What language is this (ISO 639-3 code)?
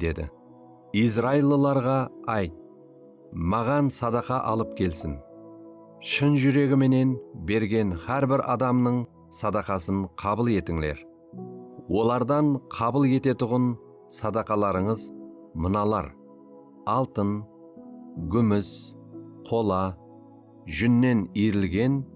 kaa